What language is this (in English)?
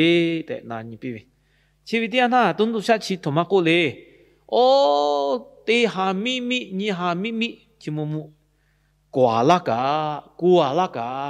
Lahu